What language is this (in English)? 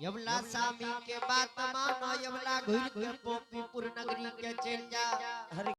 Angika